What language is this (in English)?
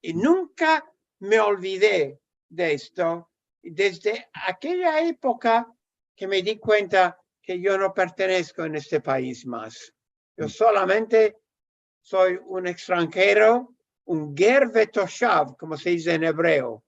Ladino